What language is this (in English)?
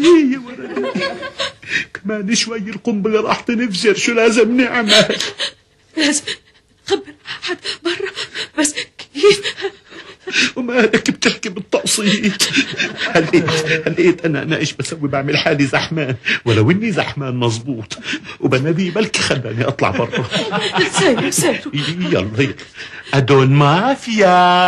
Hebrew